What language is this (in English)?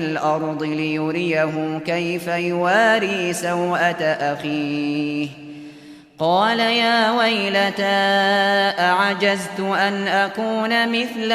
Uyghur